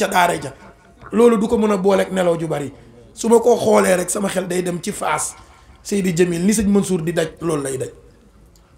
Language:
Wolof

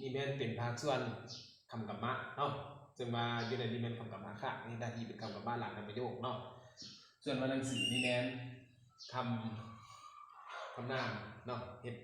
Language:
Lao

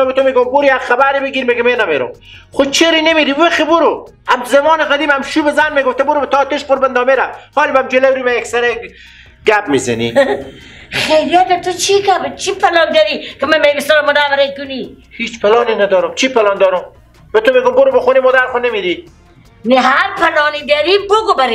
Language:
Persian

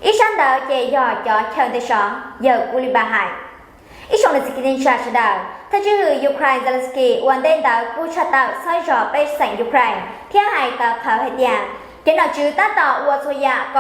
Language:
Hmong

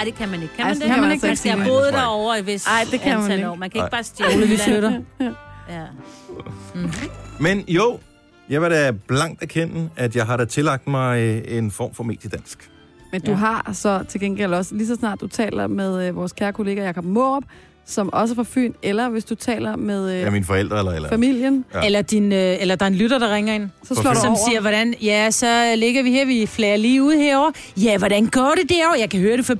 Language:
Danish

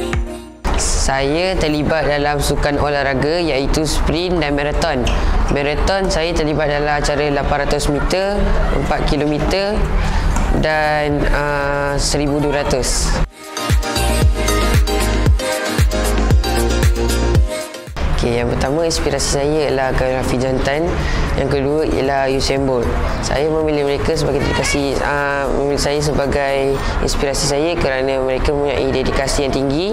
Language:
Malay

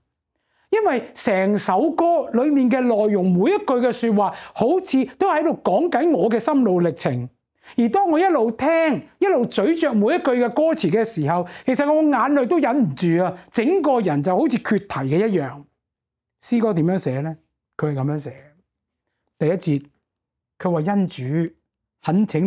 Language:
Cantonese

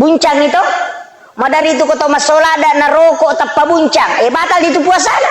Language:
Buginese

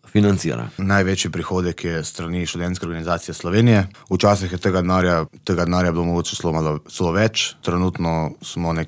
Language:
Slovenian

